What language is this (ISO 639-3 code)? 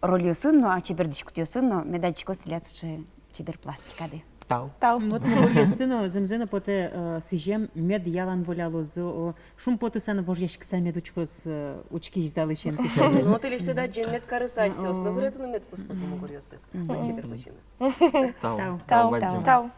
udm